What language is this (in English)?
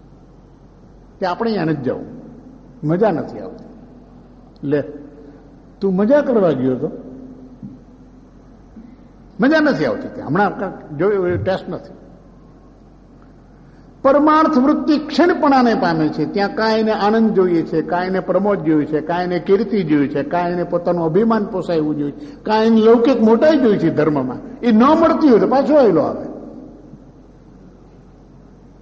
Gujarati